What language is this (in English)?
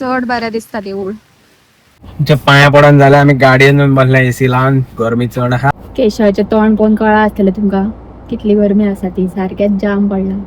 Konkani